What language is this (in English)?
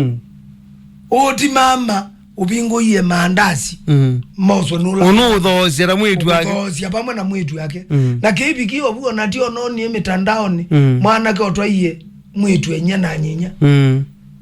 Kamba